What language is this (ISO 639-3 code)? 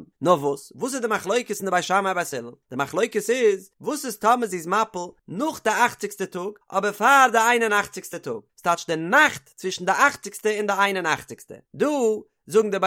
yid